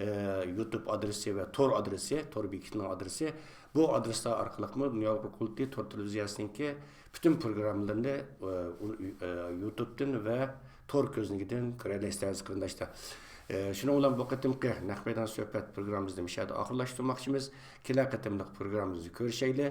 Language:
Uyghur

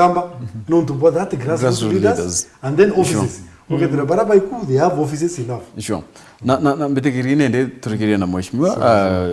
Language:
Meru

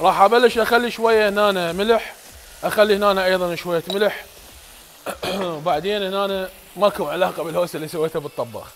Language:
Mesopotamian Arabic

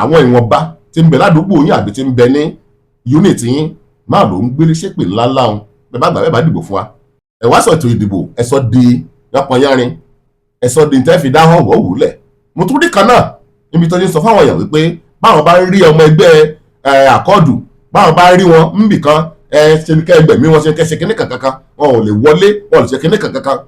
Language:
Yoruba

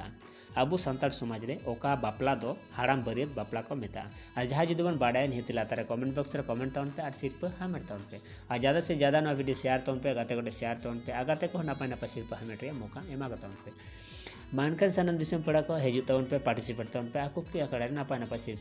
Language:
Santali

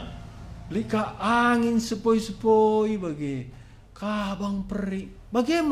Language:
Batak Karo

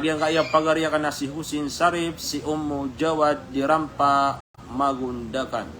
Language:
Maranao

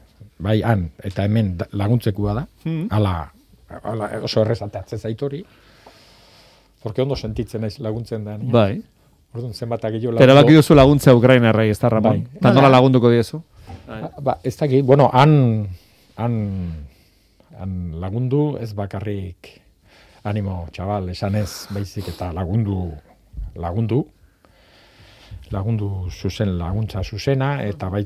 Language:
Basque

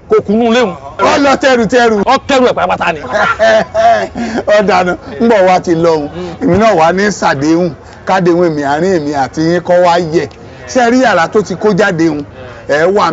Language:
Yoruba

